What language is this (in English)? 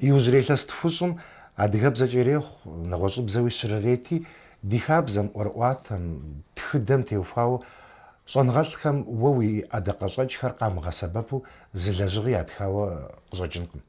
Kabardian